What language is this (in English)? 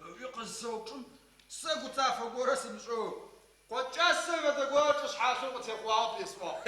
Adyghe